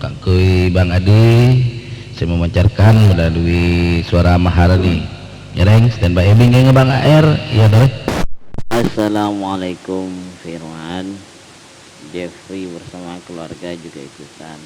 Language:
Madurese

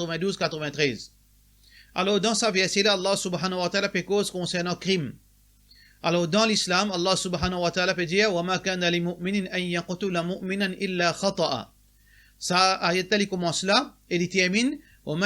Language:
Morisyen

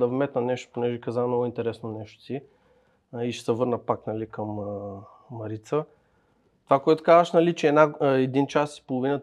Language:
Bulgarian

